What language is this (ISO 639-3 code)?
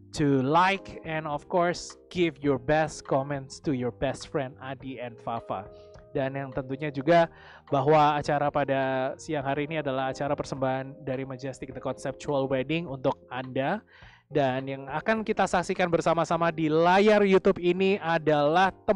ind